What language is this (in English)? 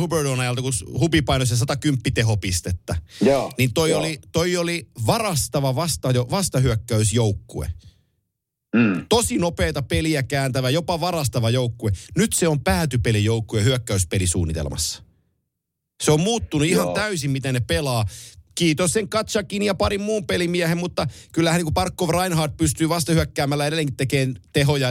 Finnish